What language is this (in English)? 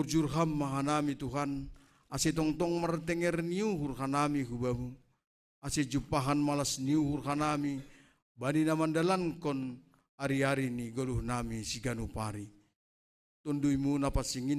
Batak Simalungun